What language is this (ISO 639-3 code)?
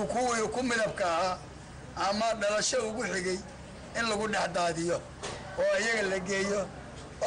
som